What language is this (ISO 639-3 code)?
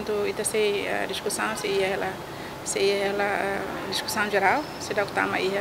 tet